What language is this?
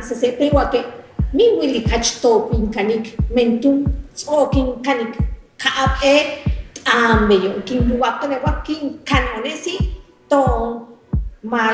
Yucateco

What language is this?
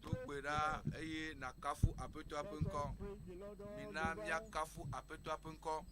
Ewe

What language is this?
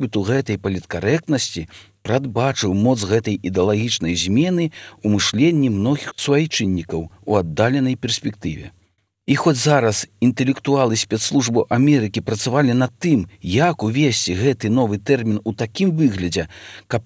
Belarusian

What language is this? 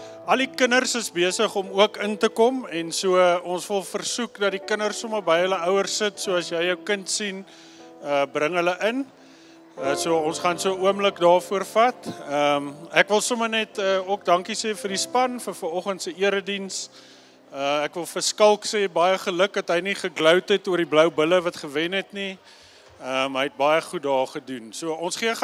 Afrikaans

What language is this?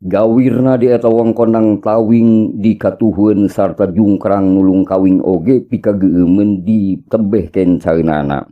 Sundanese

